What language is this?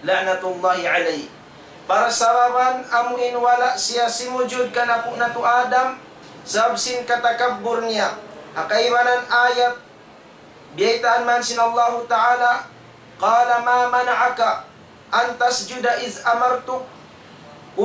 Tausug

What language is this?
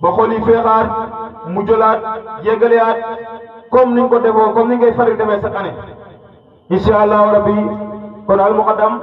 Wolof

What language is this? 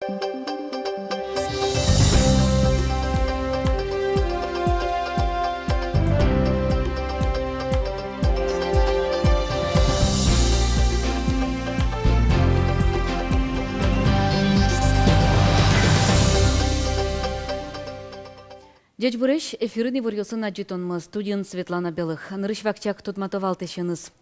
Udmurt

